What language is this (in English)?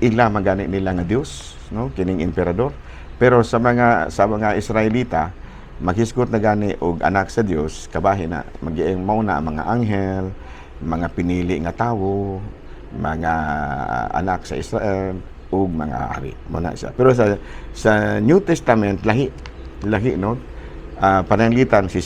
Cebuano